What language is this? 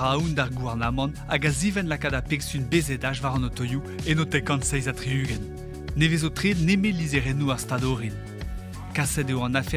Breton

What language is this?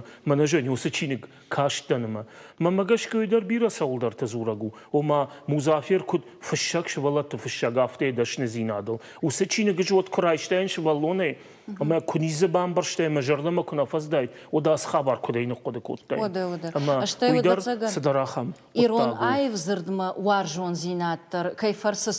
Ossetic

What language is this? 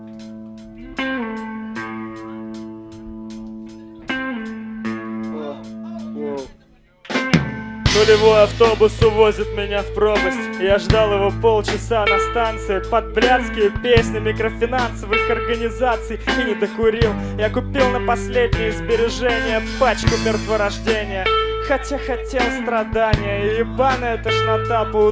Russian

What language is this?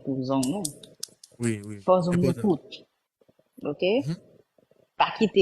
Haitian Creole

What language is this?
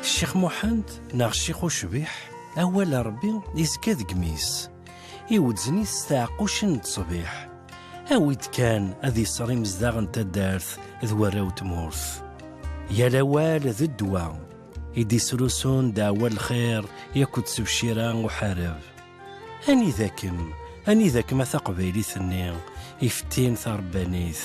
Kabyle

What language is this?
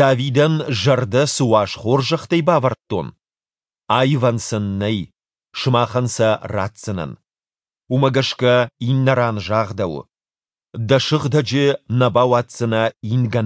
Ossetic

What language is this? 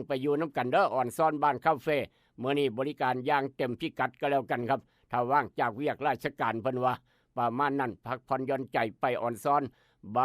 Northeastern Thai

